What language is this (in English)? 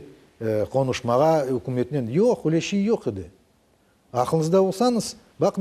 Crimean Tatar